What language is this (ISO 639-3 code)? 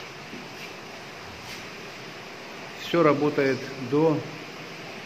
rus